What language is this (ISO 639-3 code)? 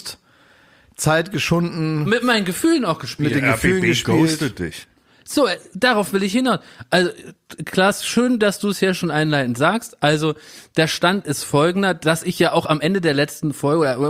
deu